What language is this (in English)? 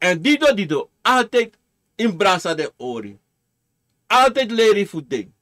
Sranan Tongo